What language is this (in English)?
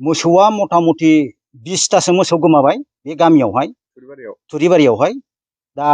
Bodo